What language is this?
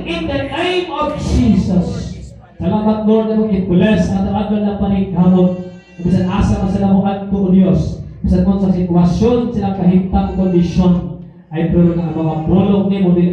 Cebuano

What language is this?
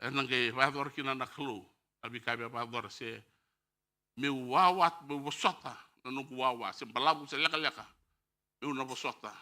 Fijian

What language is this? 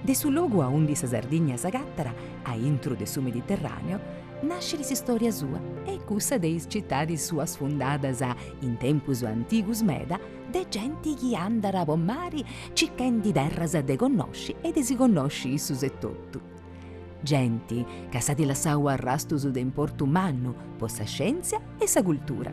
Sardinian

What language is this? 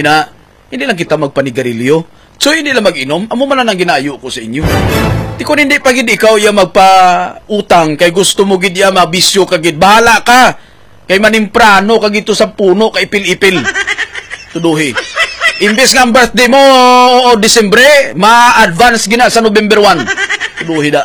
Hiligaynon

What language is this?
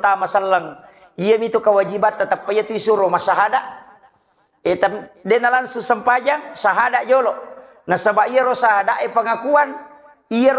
Buginese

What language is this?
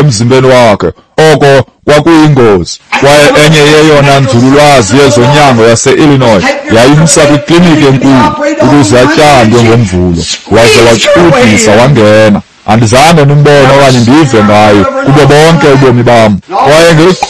Xhosa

